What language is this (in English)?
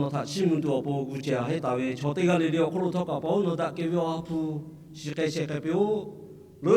Lahu